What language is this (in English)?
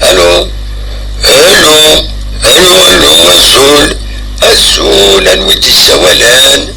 Kabyle